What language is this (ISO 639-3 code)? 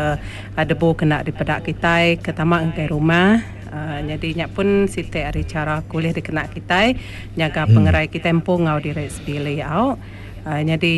iba